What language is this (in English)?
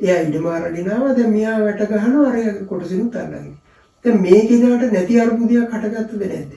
Sinhala